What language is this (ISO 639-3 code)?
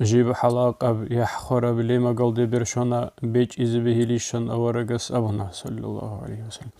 ava